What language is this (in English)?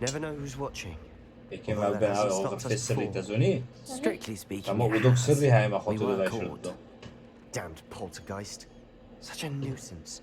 Kurdish